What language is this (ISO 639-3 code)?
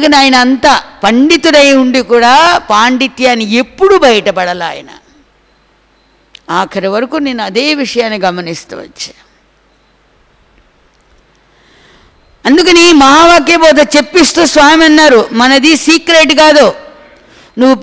tel